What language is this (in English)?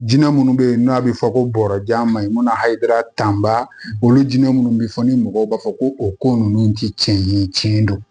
Bambara